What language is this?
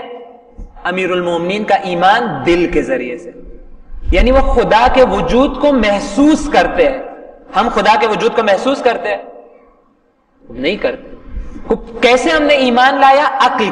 Urdu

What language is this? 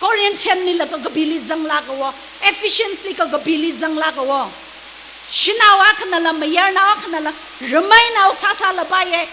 Tangkhul Naga (India)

